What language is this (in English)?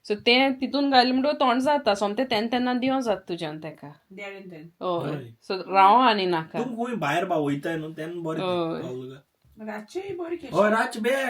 Konkani